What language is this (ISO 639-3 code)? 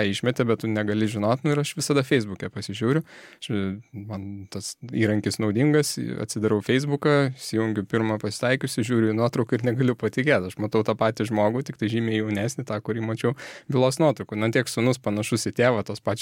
lit